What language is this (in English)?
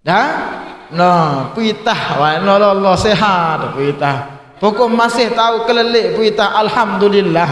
Sasak